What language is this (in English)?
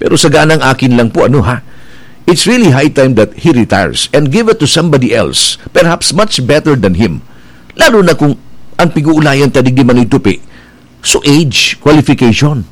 Bikol